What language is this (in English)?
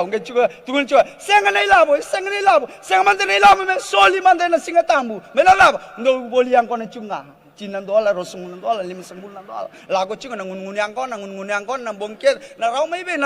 Fijian